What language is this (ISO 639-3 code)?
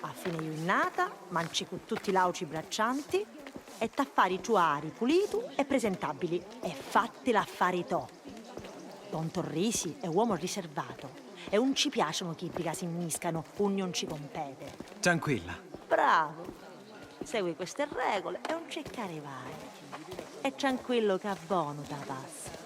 scn